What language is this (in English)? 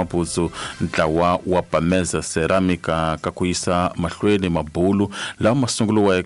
Tsonga